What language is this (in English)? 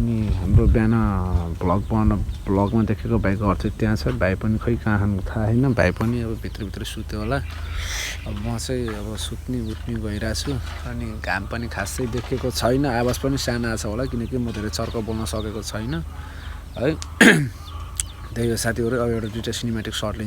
Nepali